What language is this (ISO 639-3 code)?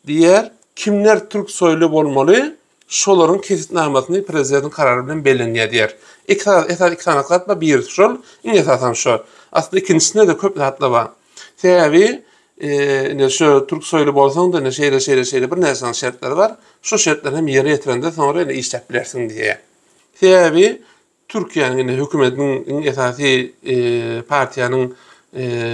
tuk